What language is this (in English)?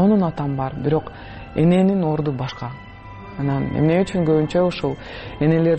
Kyrgyz